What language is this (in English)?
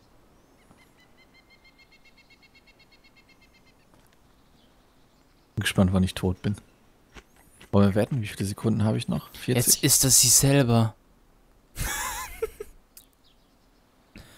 German